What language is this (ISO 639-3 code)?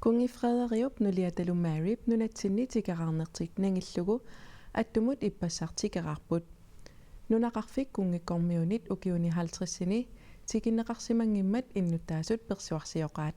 kal